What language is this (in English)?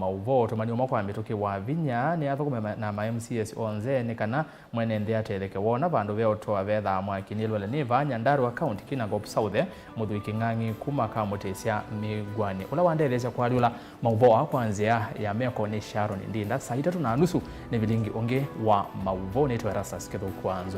Kamba